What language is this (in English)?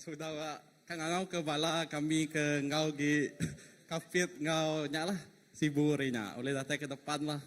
Iban